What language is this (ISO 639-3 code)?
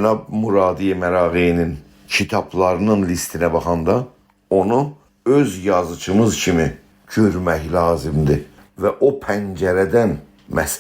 azb